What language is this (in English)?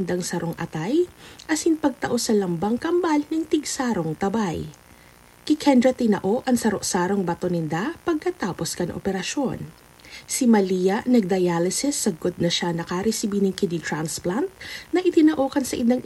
Bikol